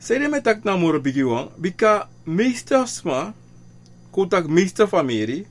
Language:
Sranan Tongo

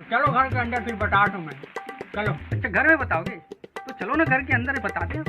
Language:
Chhattisgarhi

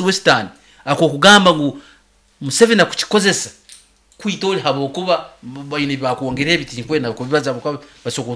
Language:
Nyoro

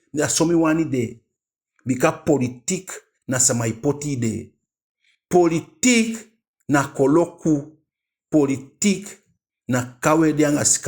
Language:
Eastern Maroon Creole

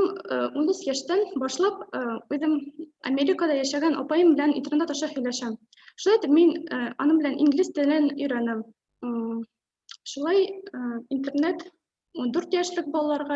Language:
Bashkir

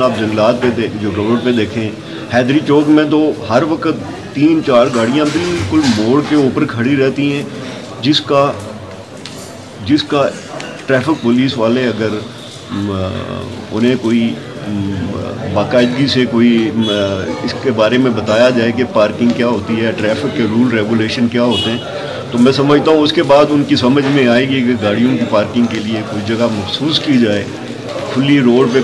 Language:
Urdu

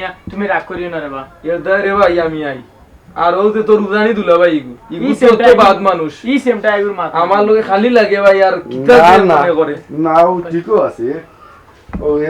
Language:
Sylheti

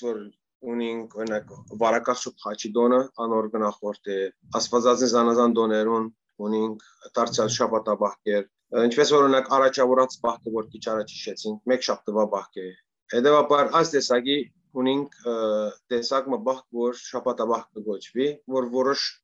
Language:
Western Armenian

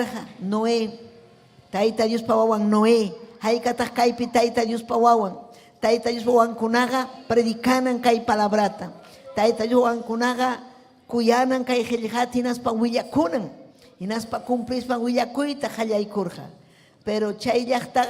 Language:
Ayacucho Quechua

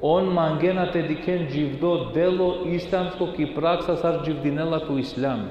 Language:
Balkan Romani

